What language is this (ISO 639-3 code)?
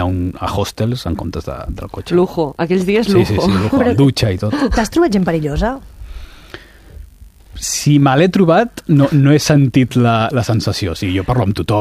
cat